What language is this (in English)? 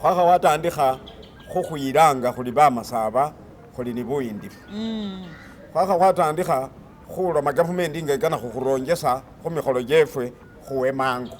Masaaba